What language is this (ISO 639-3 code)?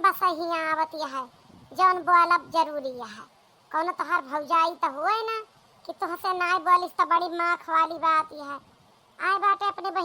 awa